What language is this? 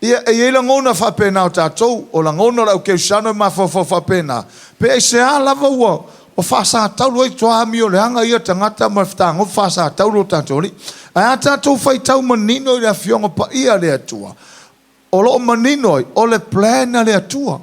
Samoan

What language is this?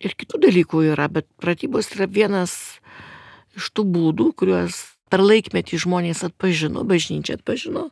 Lithuanian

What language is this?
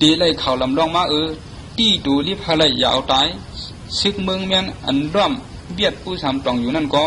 Shan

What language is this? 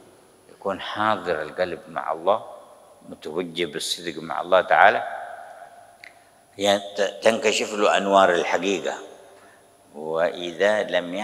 Arabic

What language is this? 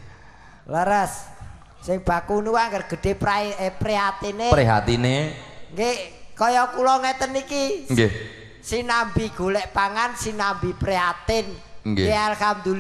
Javanese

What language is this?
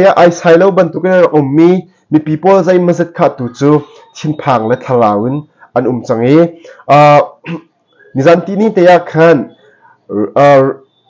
Hakha Chin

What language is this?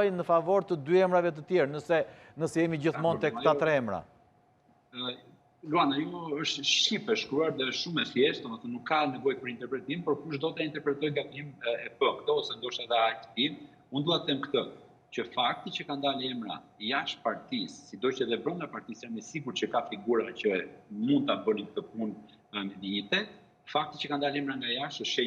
Albanian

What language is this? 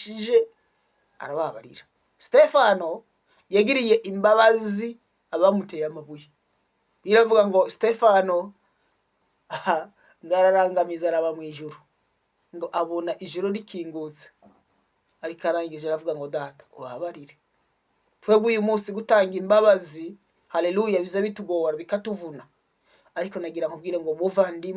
Rundi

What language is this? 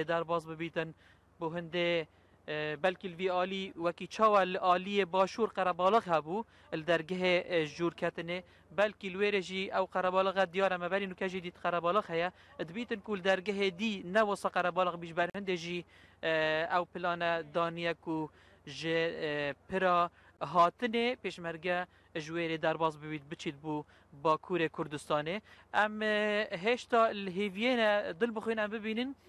Kurdish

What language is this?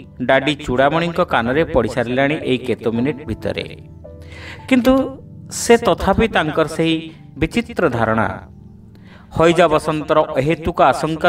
Odia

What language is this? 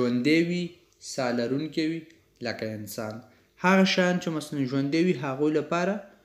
Pashto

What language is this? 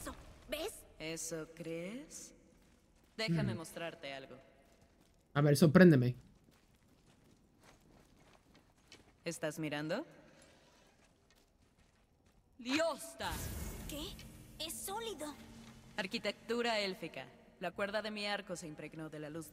Spanish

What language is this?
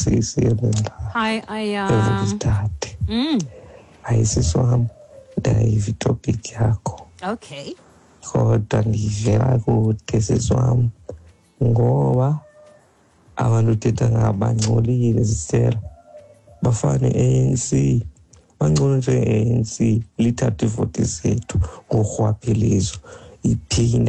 Xhosa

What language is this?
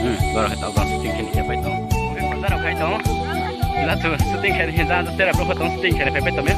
Riang (India)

